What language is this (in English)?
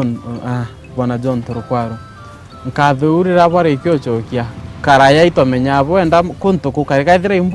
Meru